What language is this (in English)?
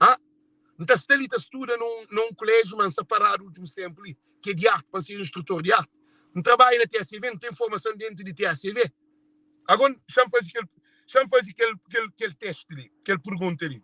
Kabuverdianu